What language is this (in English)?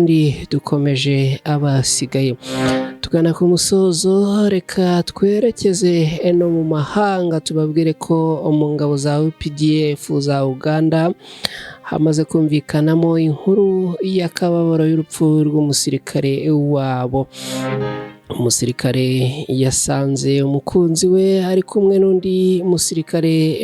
Kinyarwanda